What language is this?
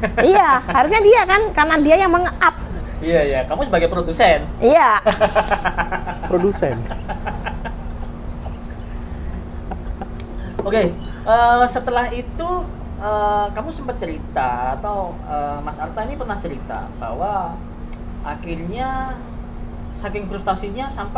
Indonesian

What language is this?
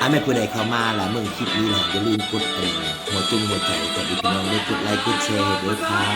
Northeastern Thai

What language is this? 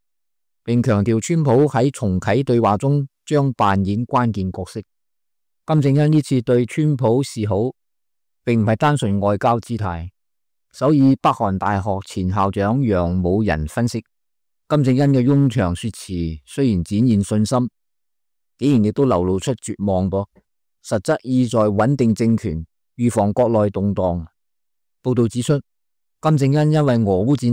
Cantonese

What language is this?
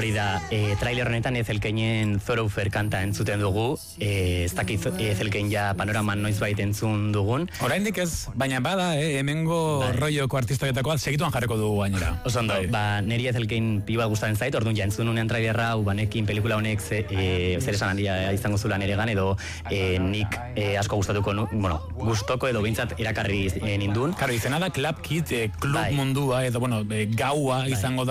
Basque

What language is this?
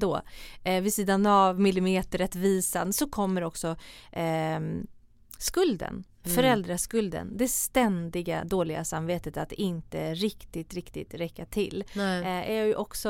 Swedish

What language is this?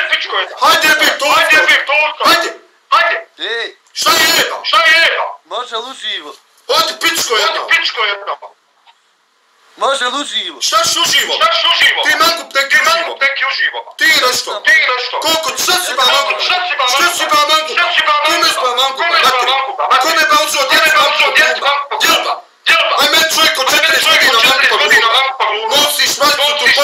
Bosnian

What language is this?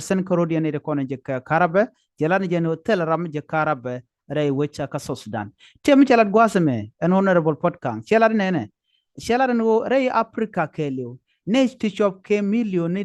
Nuer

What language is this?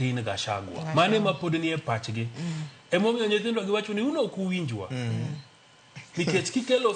Luo (Kenya and Tanzania)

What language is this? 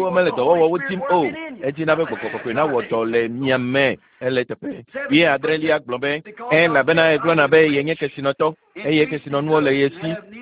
Ewe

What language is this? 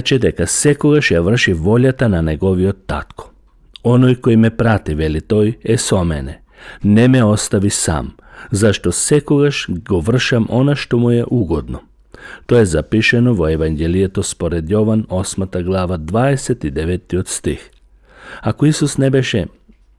Macedonian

